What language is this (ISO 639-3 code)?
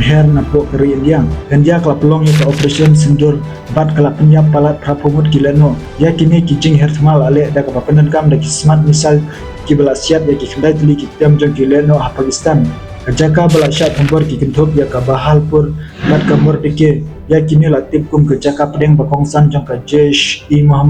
kha